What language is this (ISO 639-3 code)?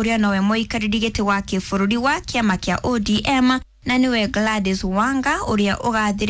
kik